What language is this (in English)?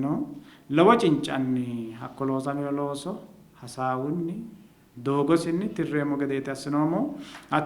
Sidamo